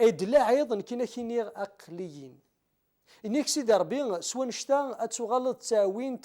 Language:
Kabyle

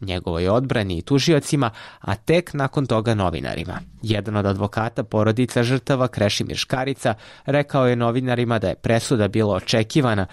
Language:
Serbian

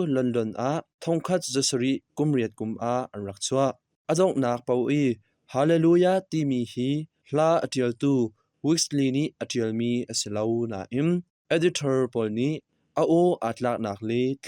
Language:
Hakha Chin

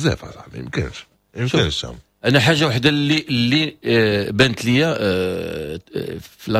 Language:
Moroccan Arabic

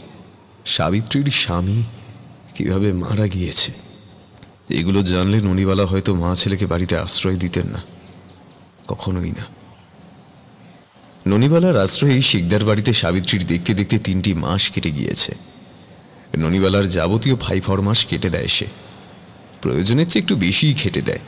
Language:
Bangla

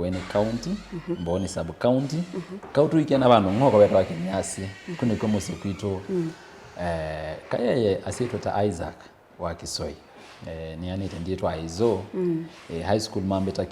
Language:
Kamba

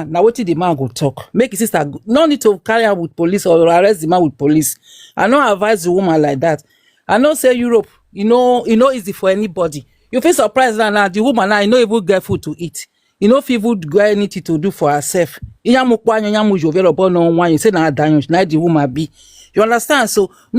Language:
Nigerian Pidgin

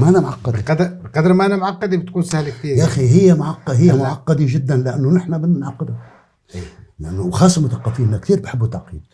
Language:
North Levantine Arabic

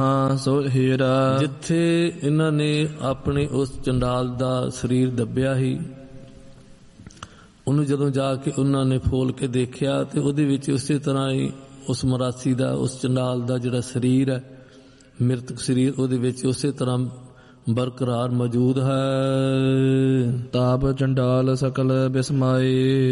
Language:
Punjabi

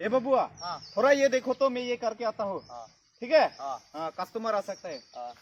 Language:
Karbi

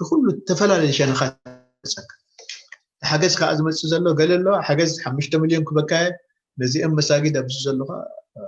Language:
Tigrinya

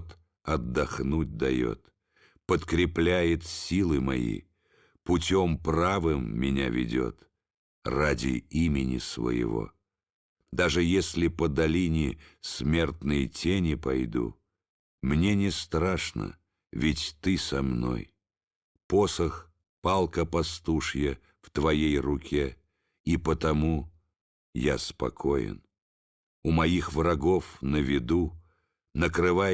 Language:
Russian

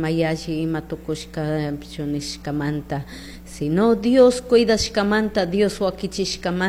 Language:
Chimborazo Highland Quichua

